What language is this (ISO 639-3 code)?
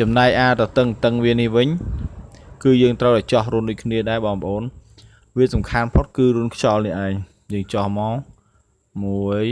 khm